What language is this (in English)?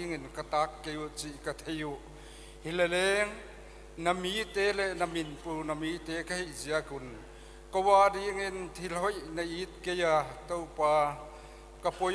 Paite Chin